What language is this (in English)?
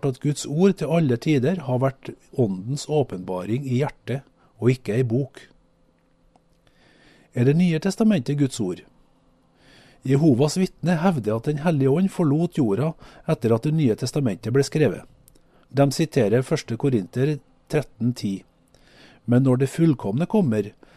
Norwegian